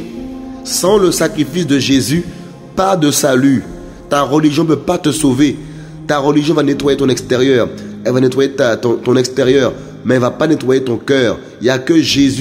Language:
French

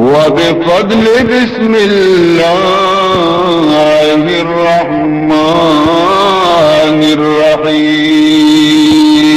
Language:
Baluchi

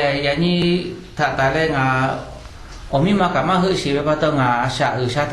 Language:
Lahu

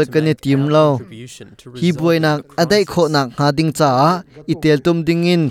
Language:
Hakha Chin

